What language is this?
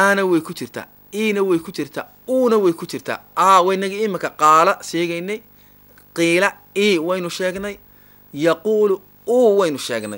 Somali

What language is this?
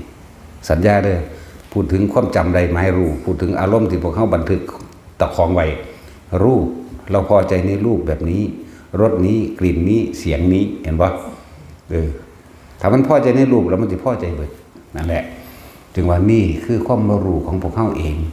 Northeastern Thai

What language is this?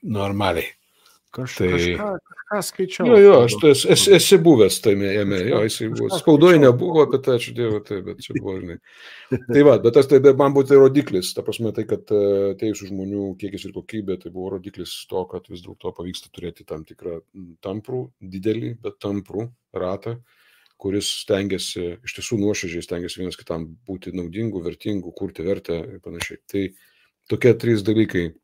Lithuanian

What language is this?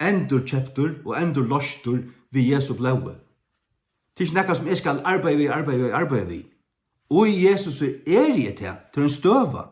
Faroese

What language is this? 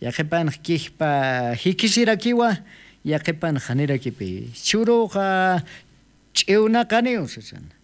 Aymara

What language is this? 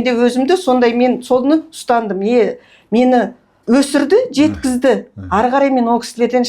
Kazakh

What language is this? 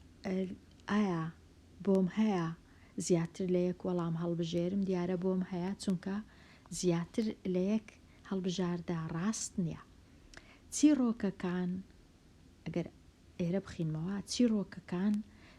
Central Kurdish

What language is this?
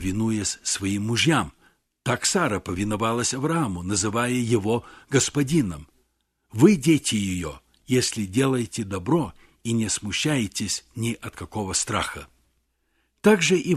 Russian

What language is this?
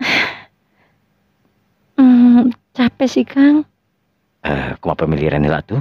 Sundanese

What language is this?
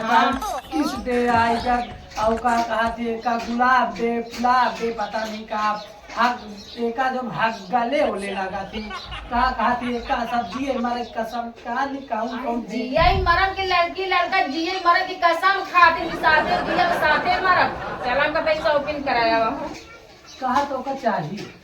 Awadhi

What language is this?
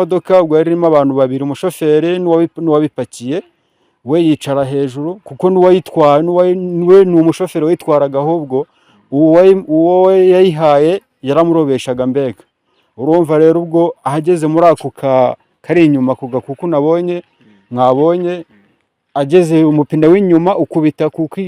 Kinyarwanda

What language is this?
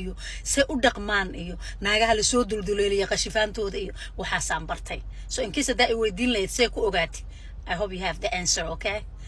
Somali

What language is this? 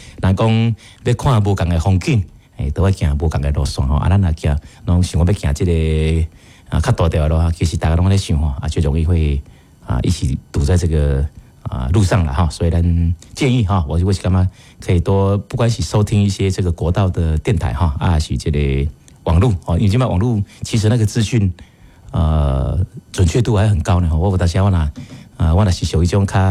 Min Nan Chinese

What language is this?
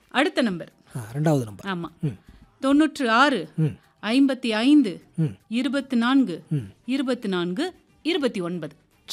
Tamil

